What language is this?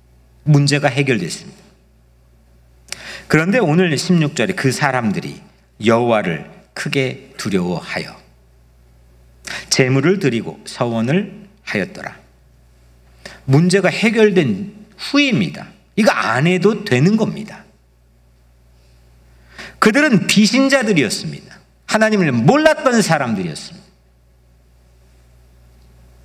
Korean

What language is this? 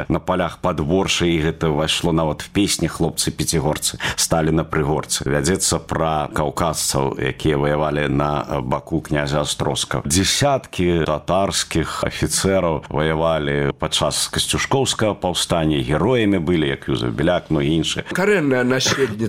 Belarusian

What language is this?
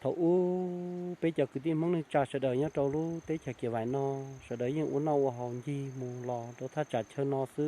Hmong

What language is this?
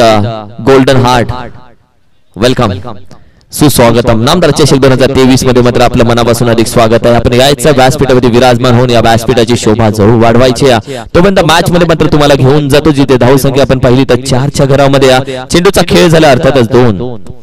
Marathi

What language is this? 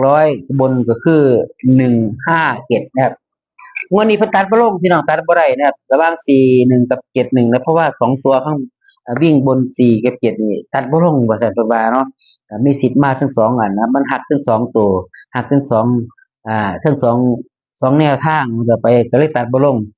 Northeastern Thai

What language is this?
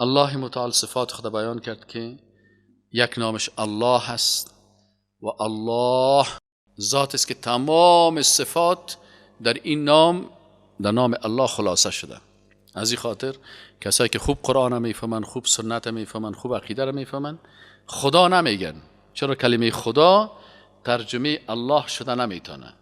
Persian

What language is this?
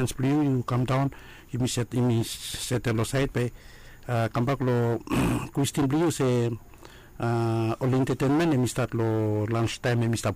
Bislama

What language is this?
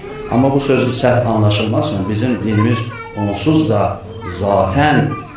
Azerbaijani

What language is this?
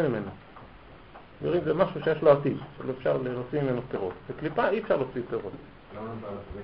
Hebrew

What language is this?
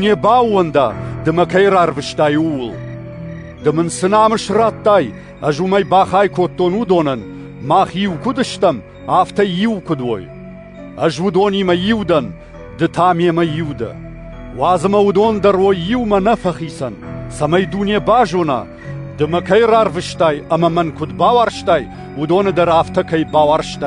Ossetic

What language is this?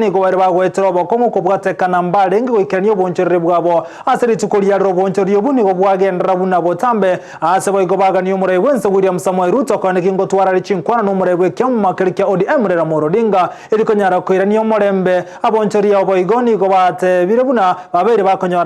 Gusii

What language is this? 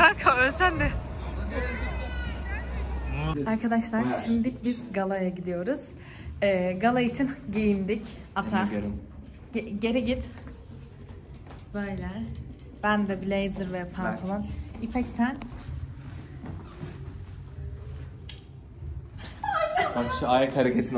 Turkish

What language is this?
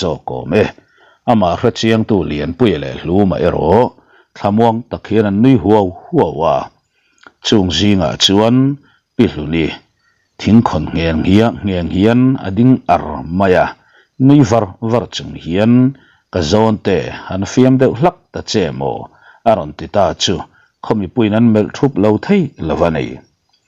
Mizo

